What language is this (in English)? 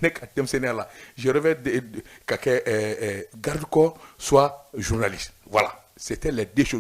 Bambara